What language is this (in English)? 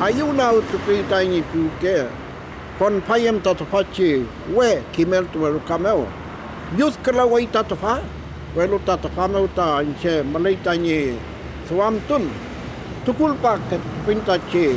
Mapuche